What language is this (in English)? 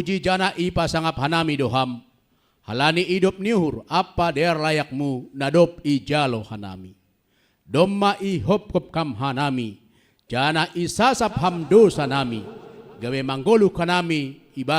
Batak Simalungun